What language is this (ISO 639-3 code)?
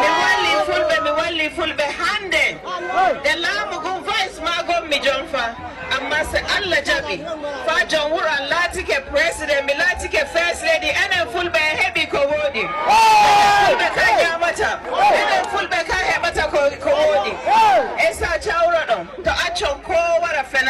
fuv